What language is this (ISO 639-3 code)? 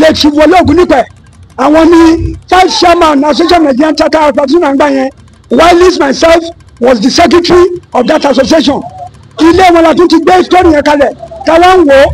yor